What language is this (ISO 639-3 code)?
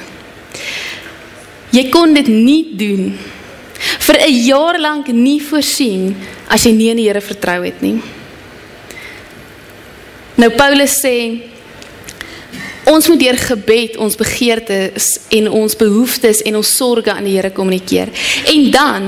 afr